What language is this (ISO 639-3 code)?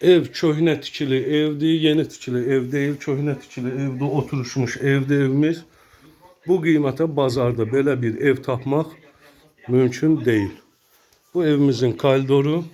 aze